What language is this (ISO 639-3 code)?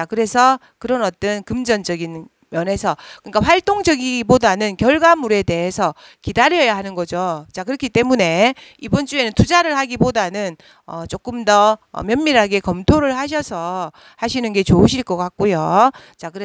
kor